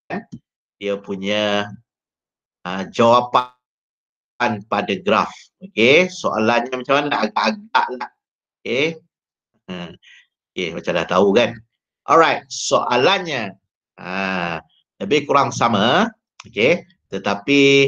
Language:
Malay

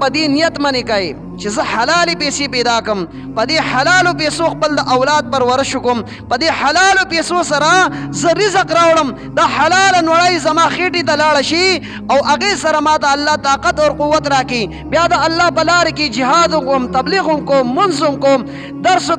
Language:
Pashto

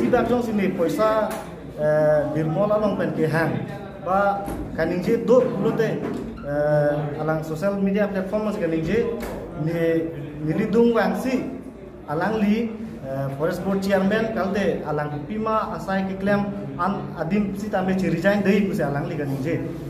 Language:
Karbi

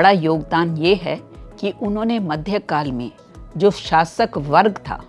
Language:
Hindi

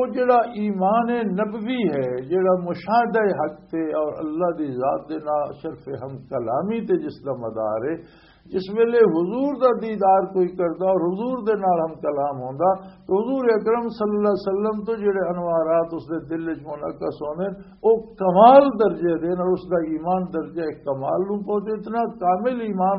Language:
Western Panjabi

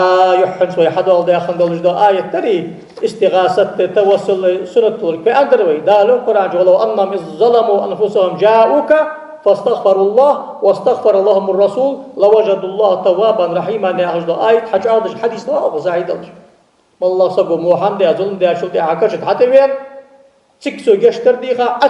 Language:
Ingush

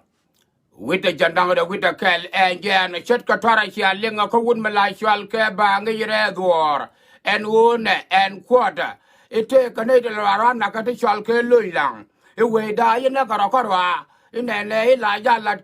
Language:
Nuer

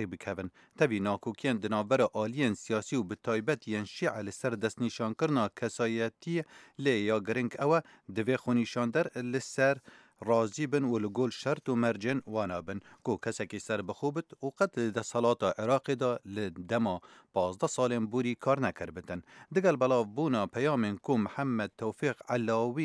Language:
Kurdish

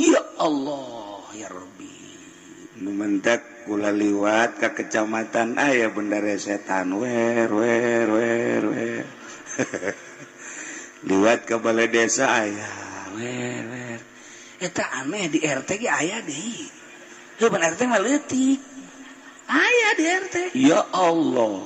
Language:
Sundanese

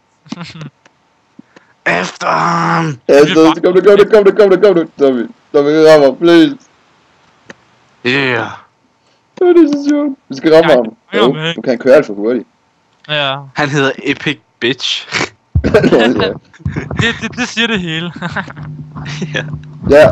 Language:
Danish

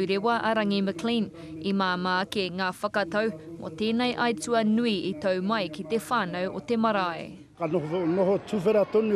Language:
Māori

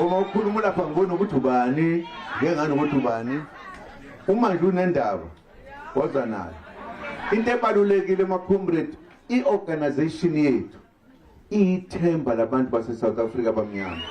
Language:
Zulu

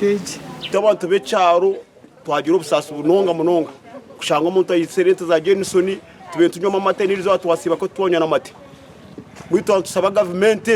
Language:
Nyankole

